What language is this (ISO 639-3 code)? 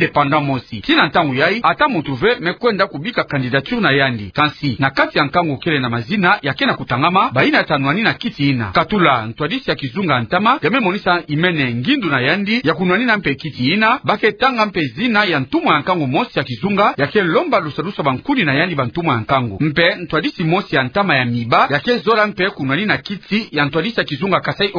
ktu